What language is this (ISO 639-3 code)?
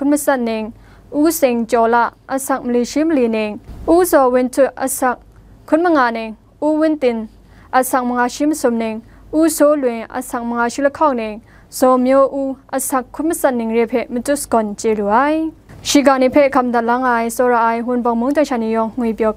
kac